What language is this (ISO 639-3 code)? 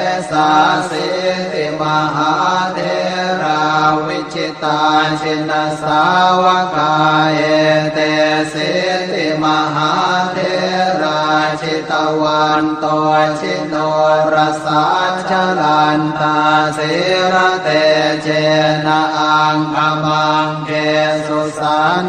pli